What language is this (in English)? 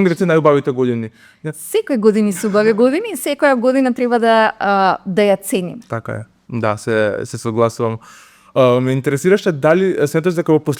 Macedonian